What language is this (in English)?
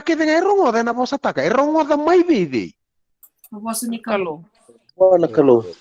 Fijian